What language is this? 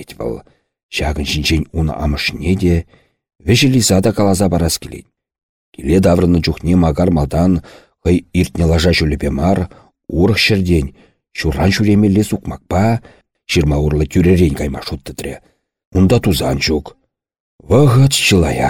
Chuvash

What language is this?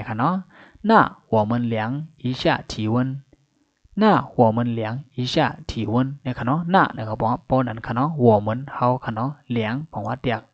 Shan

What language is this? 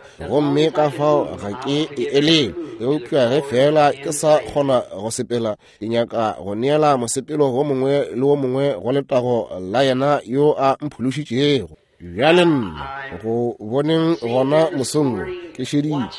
Northern Sotho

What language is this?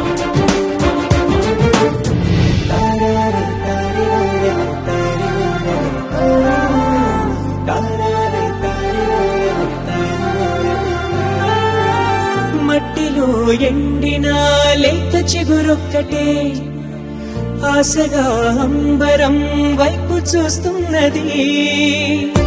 Telugu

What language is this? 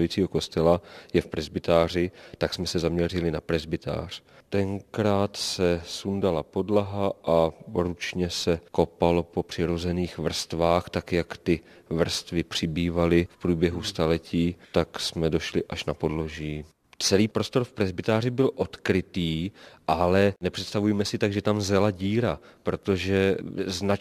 Czech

